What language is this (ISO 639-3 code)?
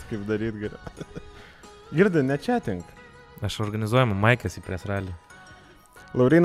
lit